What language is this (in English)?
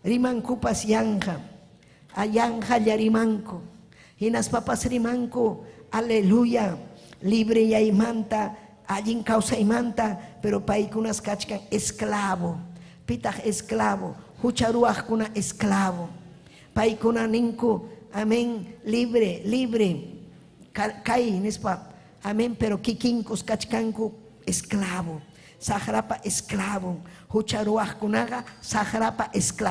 Ayacucho Quechua